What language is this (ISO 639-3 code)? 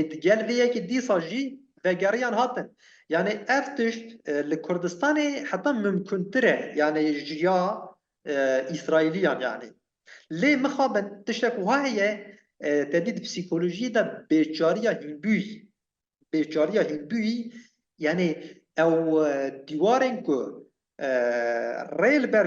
kur